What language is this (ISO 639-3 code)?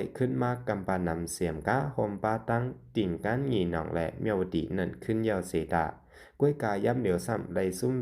shn